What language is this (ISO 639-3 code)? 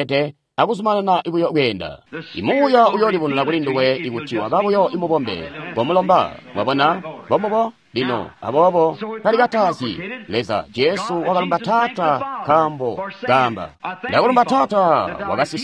toi